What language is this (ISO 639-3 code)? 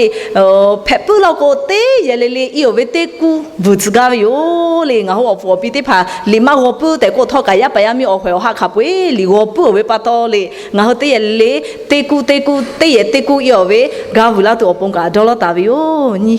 lhu